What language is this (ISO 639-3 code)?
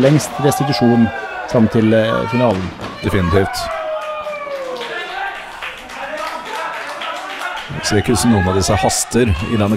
nor